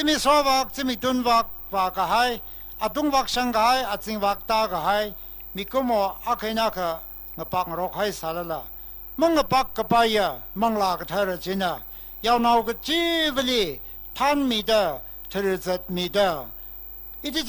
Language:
Tangkhul Naga (India)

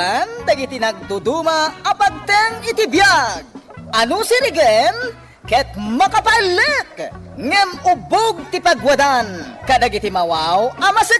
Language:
Iloko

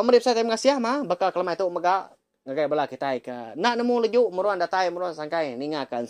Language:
Iban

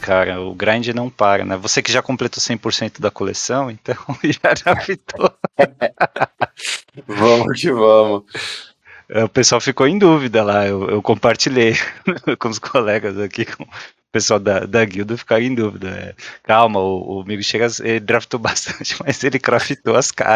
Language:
Portuguese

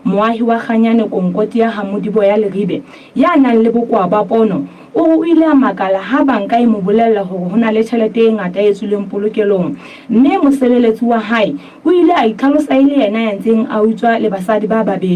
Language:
Southern Sotho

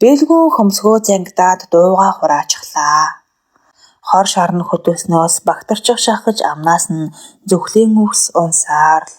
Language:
Mongolian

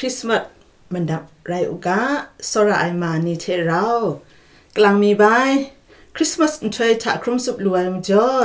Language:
Kachin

